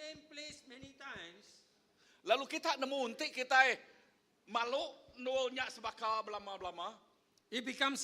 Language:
Iban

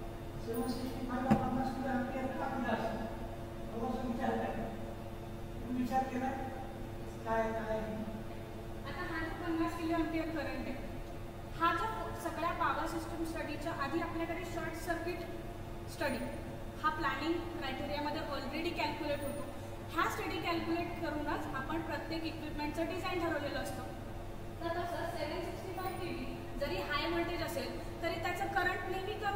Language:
Marathi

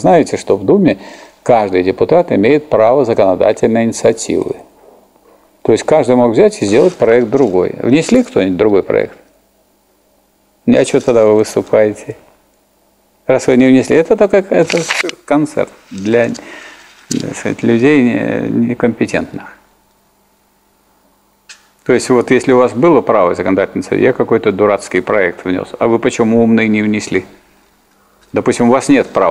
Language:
Russian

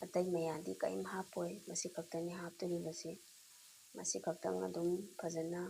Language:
Manipuri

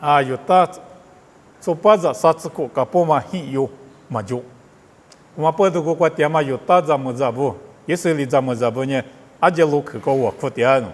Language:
Lisu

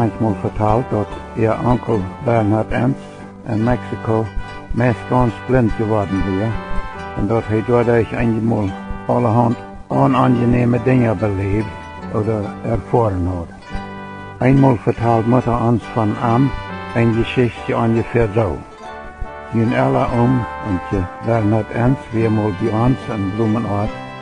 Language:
Plautdietsch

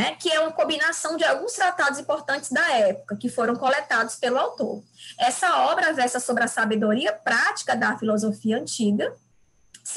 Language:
Portuguese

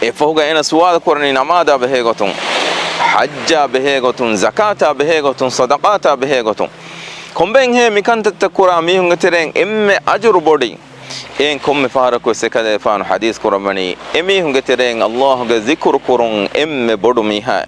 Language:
Divehi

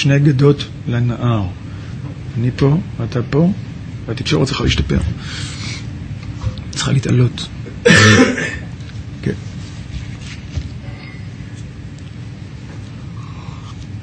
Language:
Hebrew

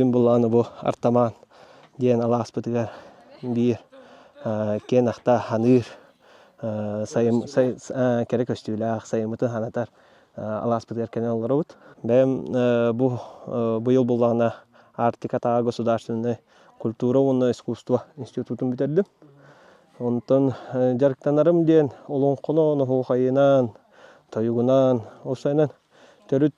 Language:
Yakut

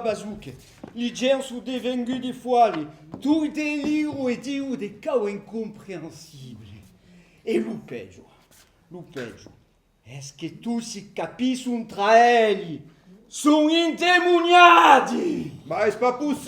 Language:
Occitan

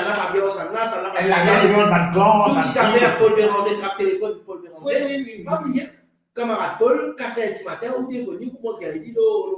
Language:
Morisyen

